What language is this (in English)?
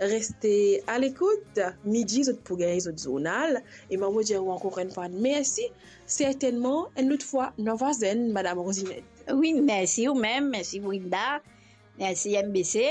Morisyen